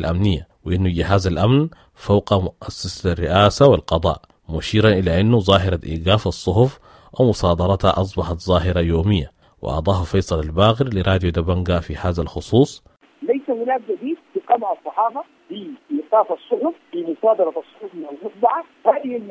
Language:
Sudanese Arabic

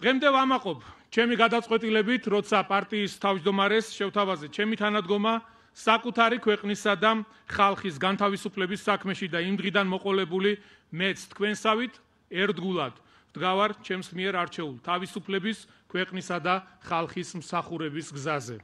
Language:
Georgian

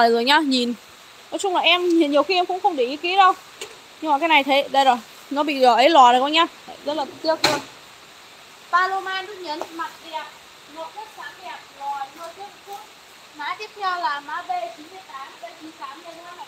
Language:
Vietnamese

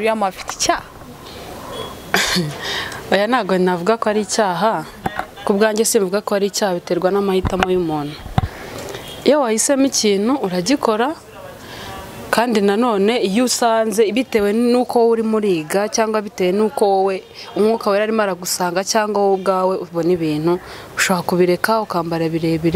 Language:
Kinyarwanda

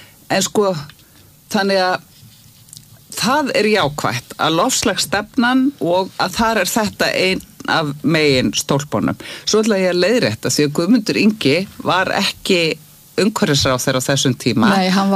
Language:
Icelandic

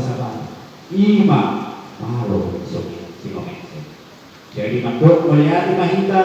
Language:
Batak Toba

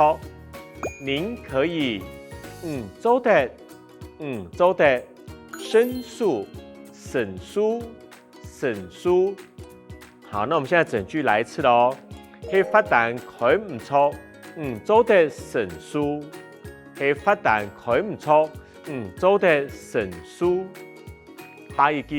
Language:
Hakka Chinese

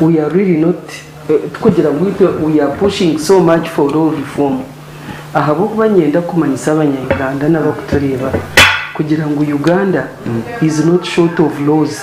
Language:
Nyankole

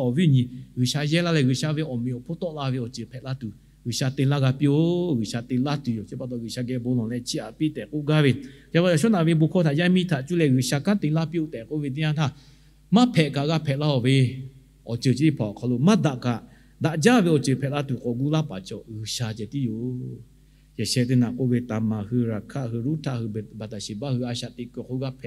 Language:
Lahu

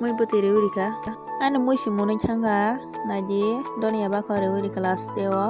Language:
Kok Borok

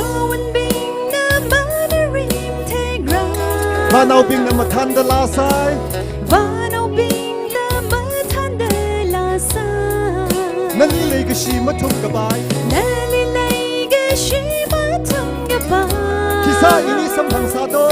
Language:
Tangkhul Naga (India)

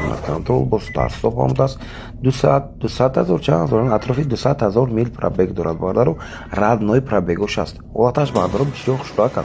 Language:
Tajik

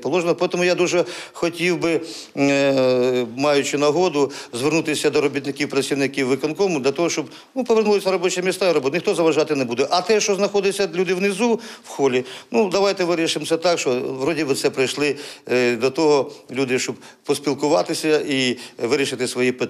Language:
Ukrainian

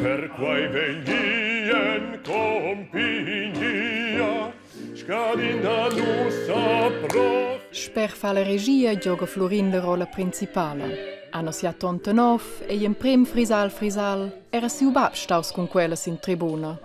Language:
Romansh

